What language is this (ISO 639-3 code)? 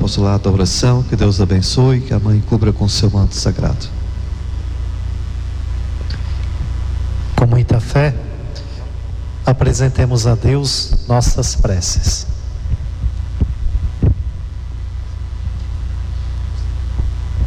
por